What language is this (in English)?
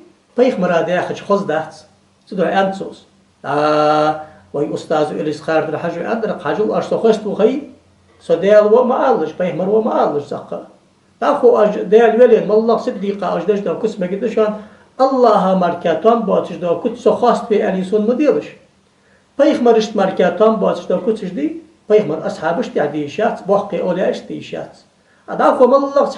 Ingush